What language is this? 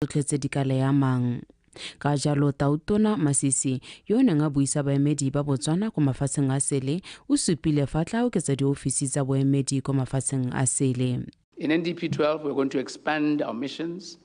Tswana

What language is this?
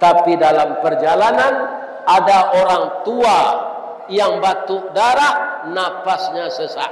Minangkabau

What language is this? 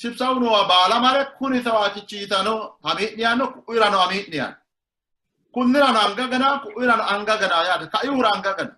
Sidamo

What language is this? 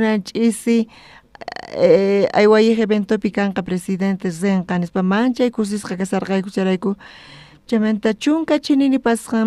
South Bolivian Quechua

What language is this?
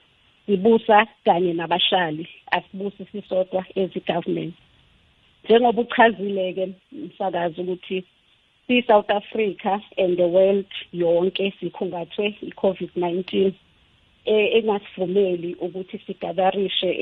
South Ndebele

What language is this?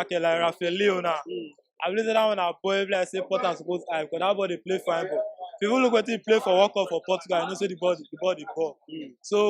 Nigerian Pidgin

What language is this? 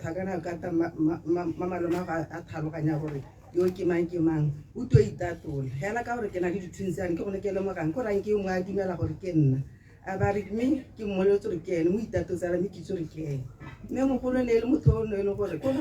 Tswana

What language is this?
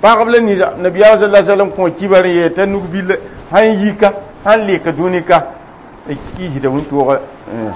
Mossi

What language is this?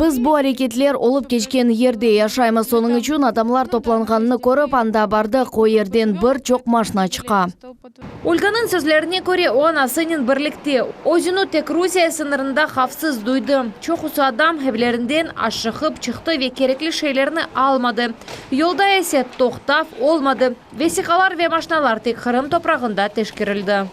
Crimean Tatar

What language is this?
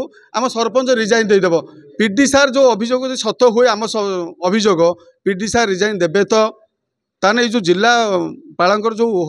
Odia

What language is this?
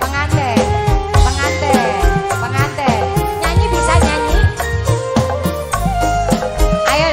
Indonesian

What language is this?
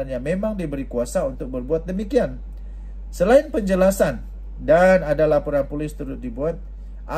Malay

